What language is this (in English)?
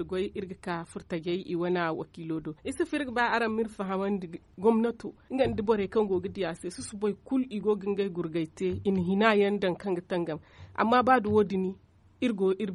Zarma